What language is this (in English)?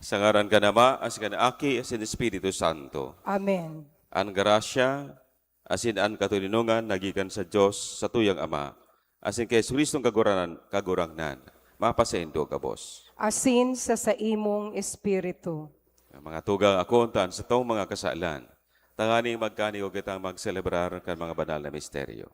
Bikol